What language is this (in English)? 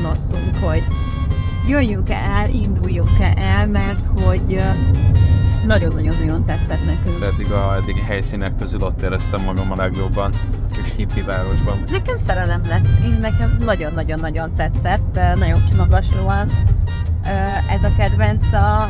Hungarian